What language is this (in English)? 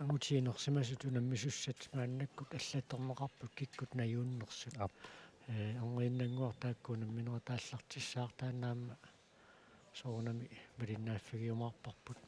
Kalaallisut